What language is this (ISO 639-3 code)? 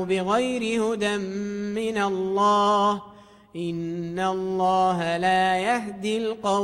ara